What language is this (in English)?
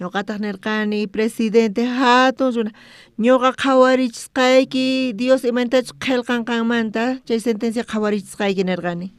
South Bolivian Quechua